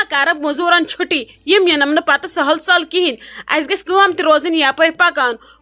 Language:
Kashmiri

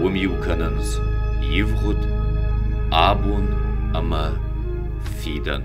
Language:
Ossetic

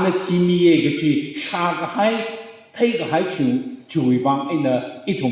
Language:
Tangkhul Naga (India)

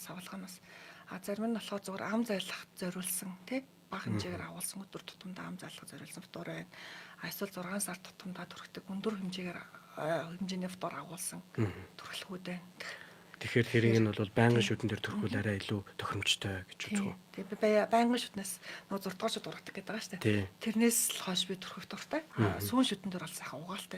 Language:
Mongolian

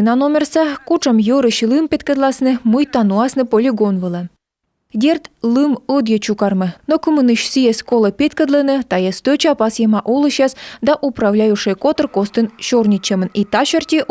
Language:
Komi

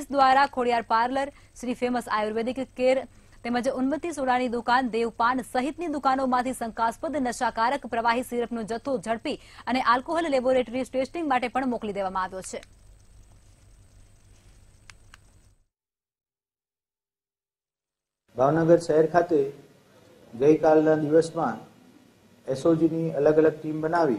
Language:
Gujarati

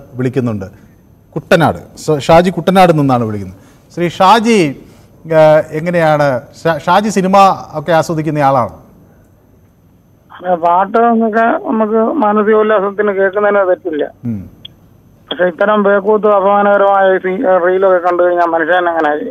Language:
Malayalam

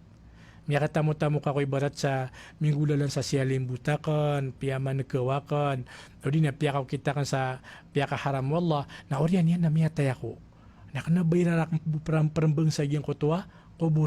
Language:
Maranao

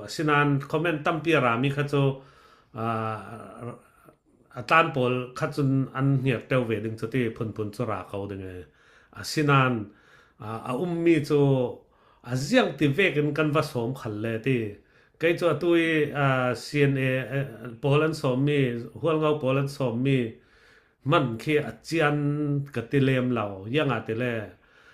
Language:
Falam Chin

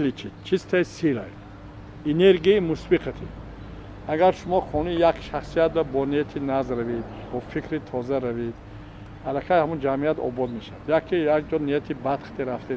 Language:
Tajik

